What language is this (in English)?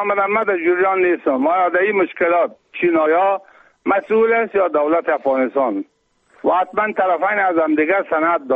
Persian